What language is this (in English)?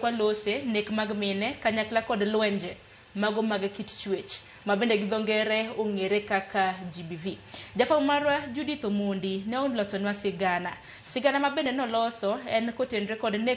Luo (Kenya and Tanzania)